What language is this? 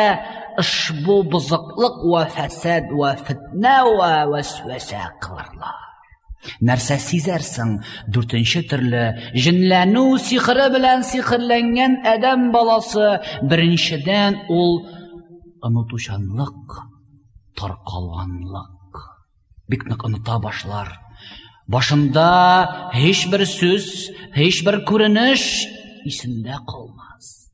Tatar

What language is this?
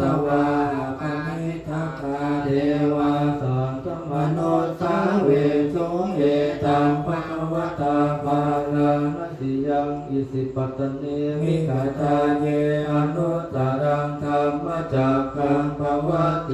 Pali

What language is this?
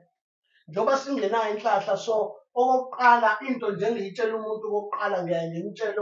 Zulu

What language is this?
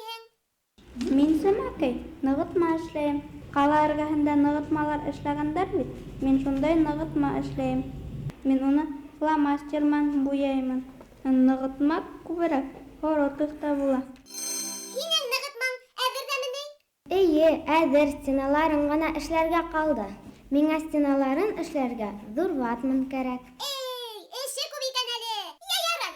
Bashkir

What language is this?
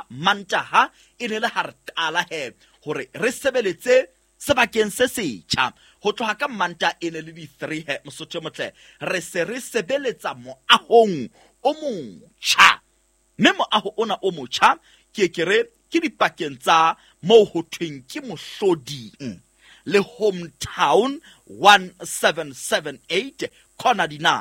Southern Sotho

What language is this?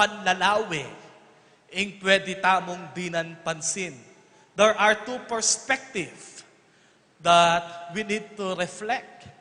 Pampanga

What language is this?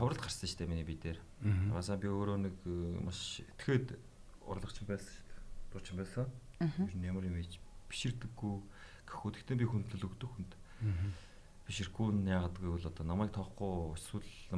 Mongolian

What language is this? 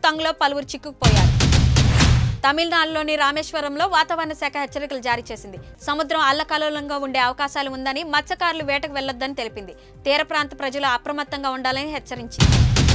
Telugu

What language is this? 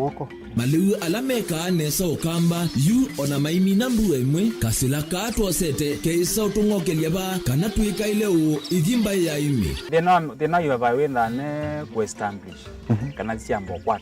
Kamba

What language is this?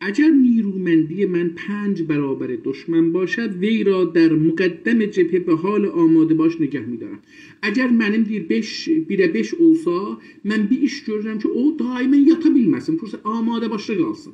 South Azerbaijani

